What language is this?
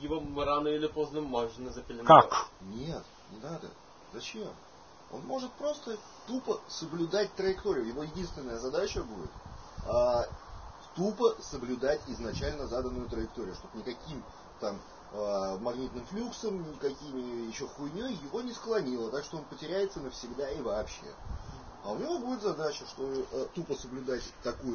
Russian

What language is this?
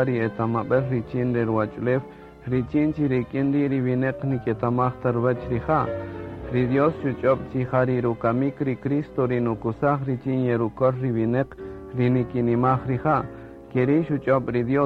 Kaqchikel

